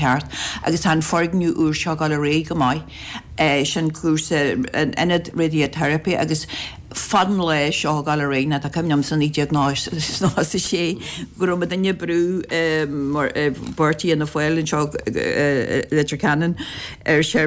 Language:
Irish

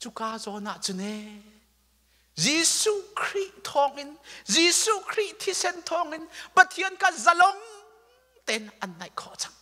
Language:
Hakha Chin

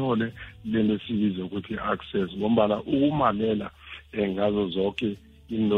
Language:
South Ndebele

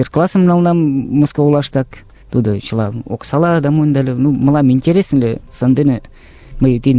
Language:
Mari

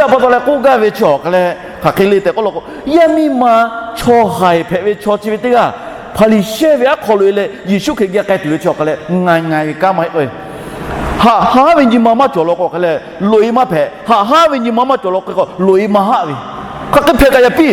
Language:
Lahu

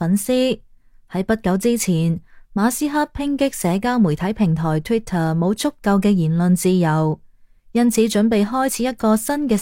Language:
Cantonese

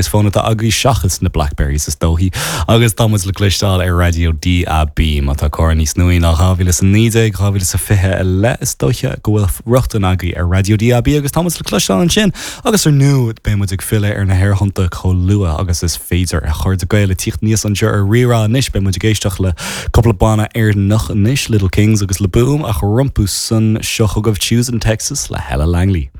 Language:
Irish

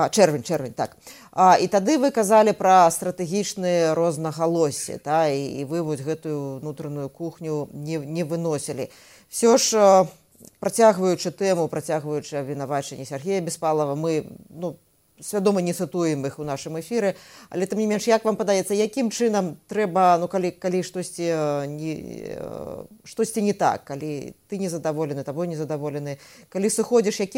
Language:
Belarusian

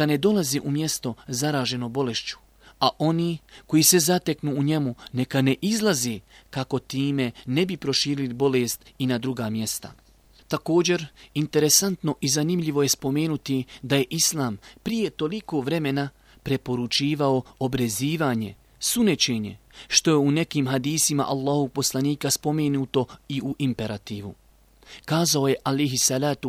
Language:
Bosnian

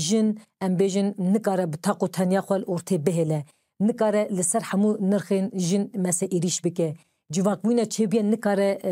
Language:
Kurdish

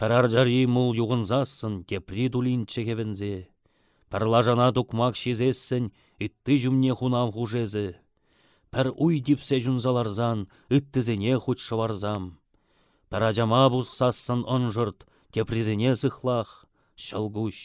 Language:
Chuvash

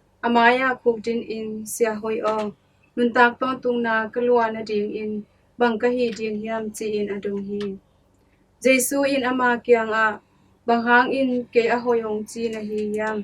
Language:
Tedim Chin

